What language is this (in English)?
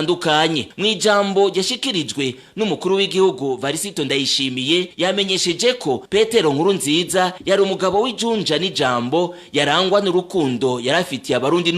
Rundi